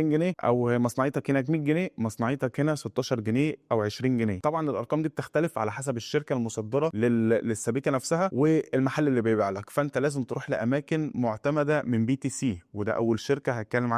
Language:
Egyptian Arabic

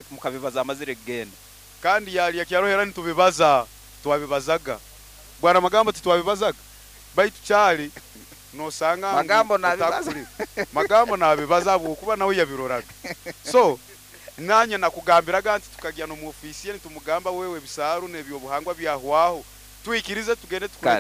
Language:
Nyoro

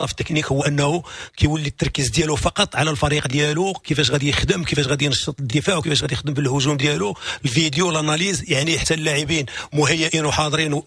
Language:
Moroccan Arabic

